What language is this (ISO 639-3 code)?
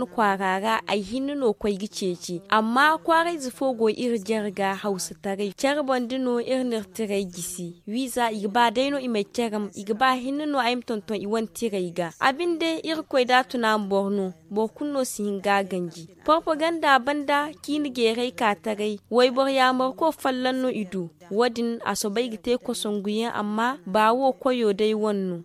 dje